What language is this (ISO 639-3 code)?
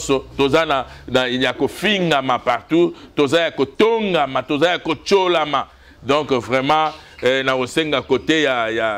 lin